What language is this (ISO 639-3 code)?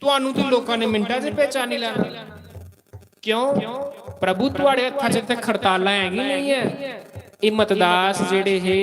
doi